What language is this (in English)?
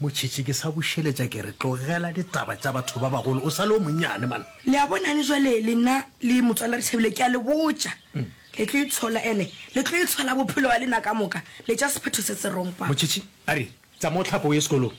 Northern Sotho